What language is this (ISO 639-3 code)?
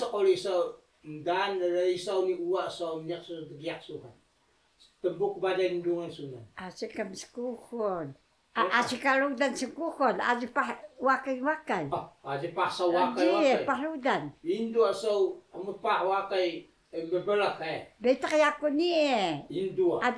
trv